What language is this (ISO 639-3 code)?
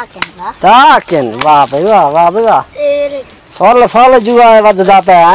skr